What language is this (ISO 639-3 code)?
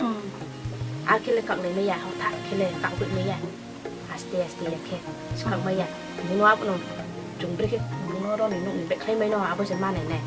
ria